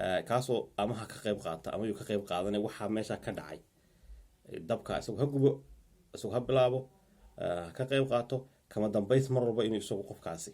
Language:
Somali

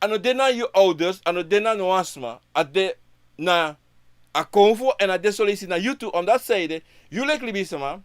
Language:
Sranan Tongo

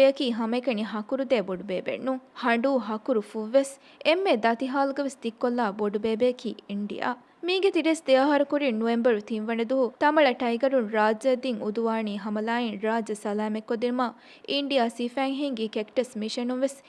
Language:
Divehi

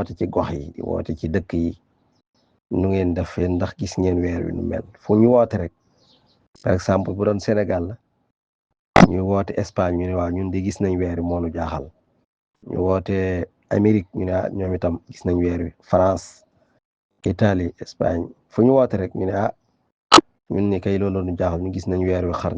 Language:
Wolof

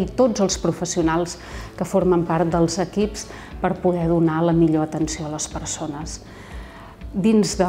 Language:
Catalan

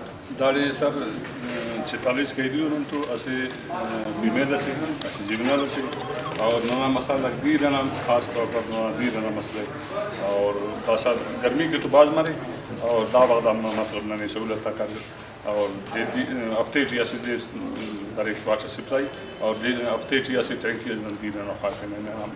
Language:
Brahui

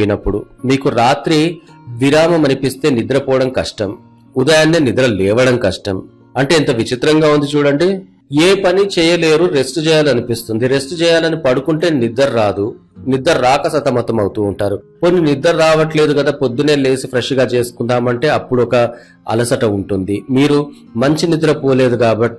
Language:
Telugu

